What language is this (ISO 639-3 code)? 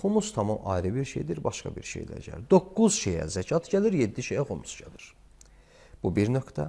aze